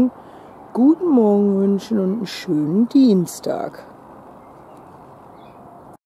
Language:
German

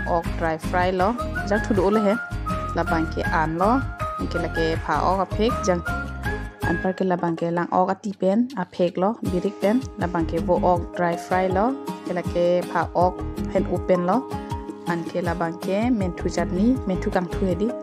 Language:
Karbi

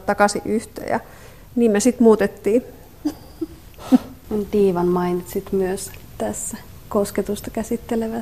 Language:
Finnish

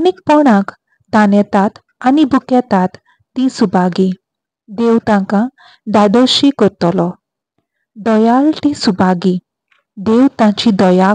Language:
Konkani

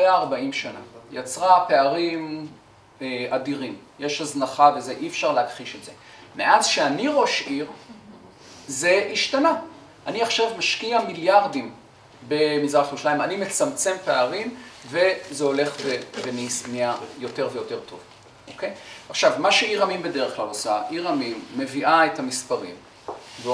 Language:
Hebrew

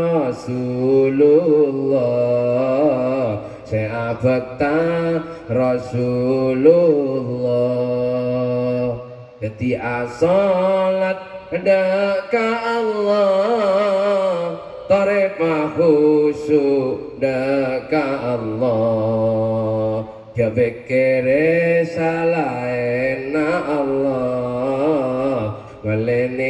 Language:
Madurese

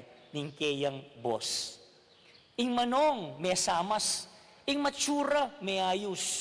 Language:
Pampanga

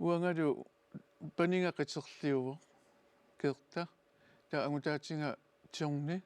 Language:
Kalaallisut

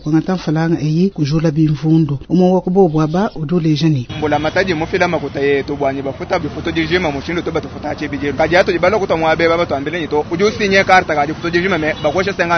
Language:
Luba-Lulua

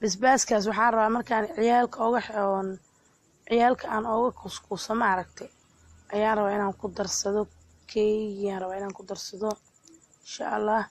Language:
Somali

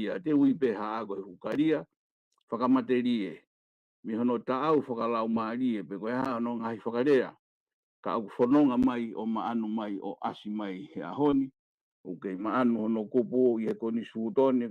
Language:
Tongan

